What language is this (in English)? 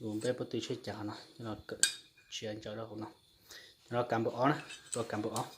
Hmong